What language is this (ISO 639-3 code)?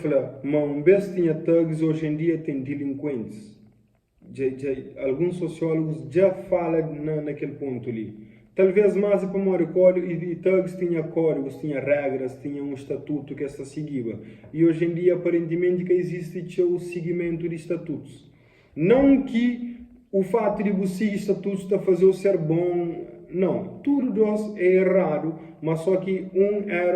kea